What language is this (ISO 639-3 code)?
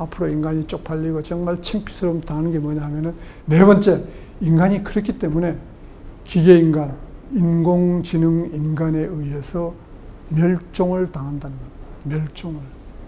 kor